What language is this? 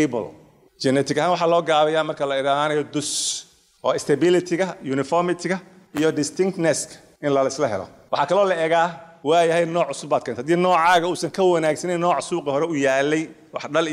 Somali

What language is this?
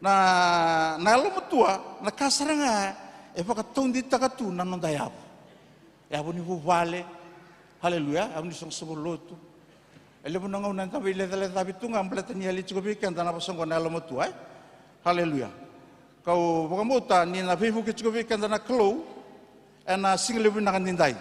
Fijian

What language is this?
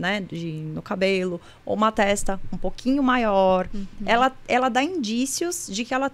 Portuguese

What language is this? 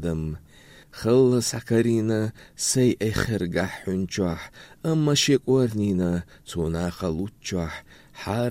Chechen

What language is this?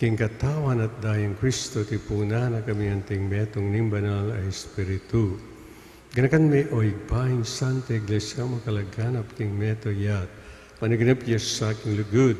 Pampanga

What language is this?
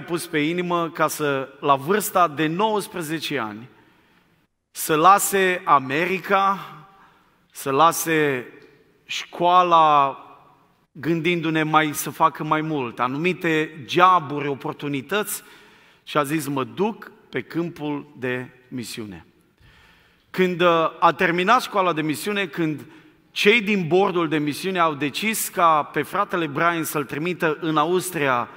Romanian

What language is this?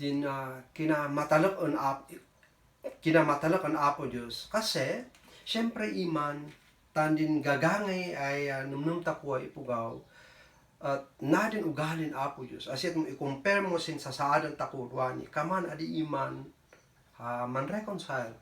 Kankanaey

